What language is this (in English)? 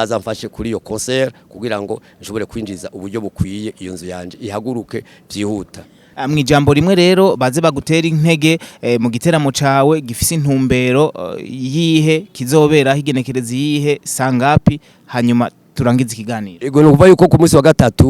Rundi